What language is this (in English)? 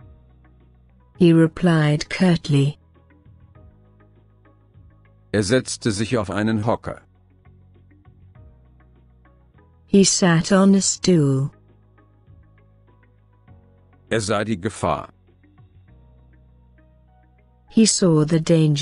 German